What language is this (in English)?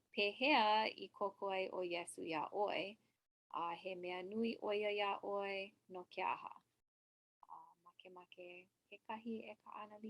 Hawaiian